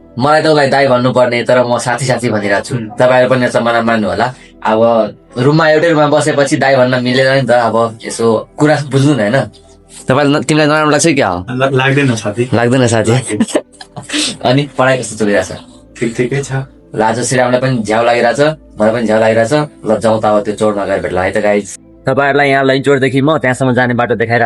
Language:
Nepali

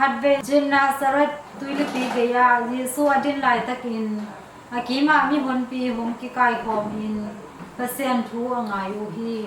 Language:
Tedim Chin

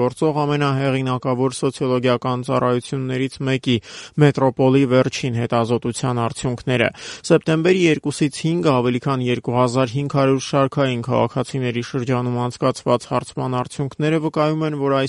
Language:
Armenian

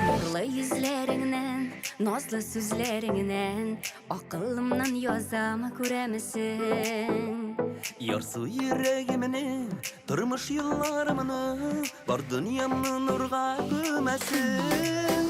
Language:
Tatar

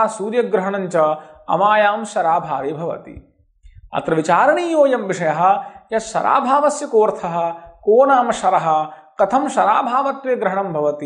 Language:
Sanskrit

